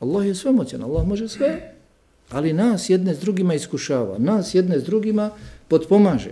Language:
Bosnian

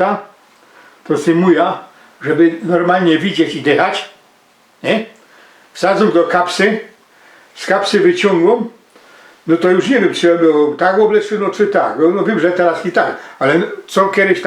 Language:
Silesian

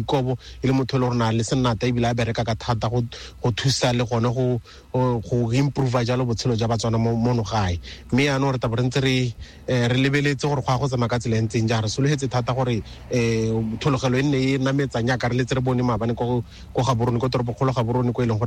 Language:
Tswana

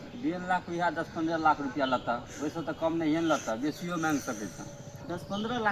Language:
Maithili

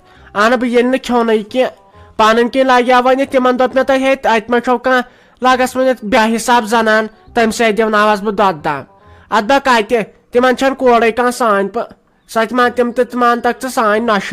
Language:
Kashmiri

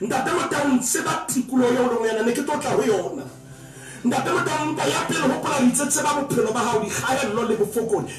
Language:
Southern Sotho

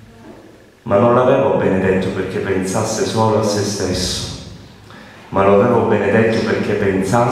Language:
Italian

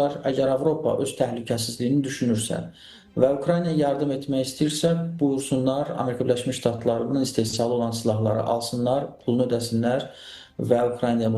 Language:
Azerbaijani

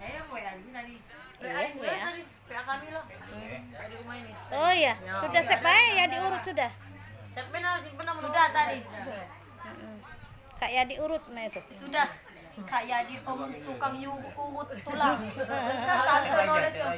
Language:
Musi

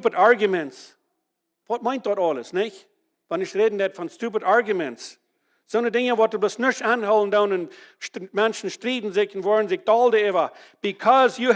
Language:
Plautdietsch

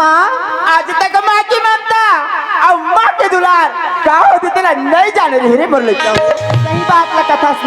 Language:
Chhattisgarhi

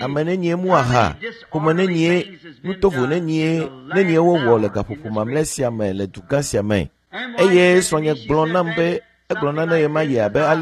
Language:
Ewe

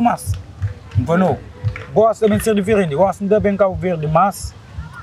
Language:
Kabuverdianu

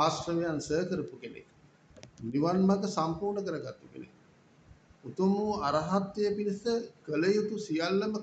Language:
Sinhala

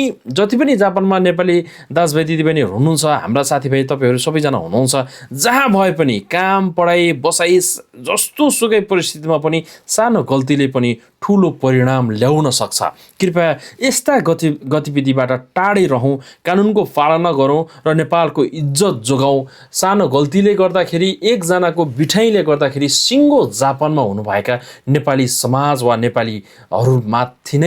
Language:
Nepali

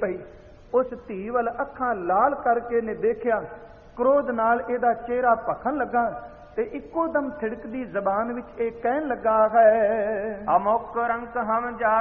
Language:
Punjabi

